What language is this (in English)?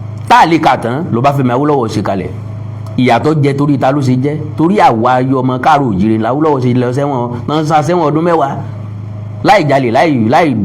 Yoruba